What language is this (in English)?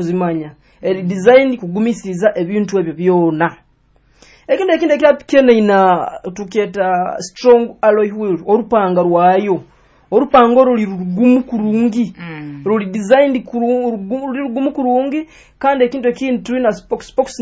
Nyoro